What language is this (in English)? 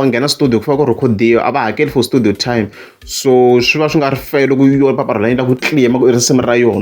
Tsonga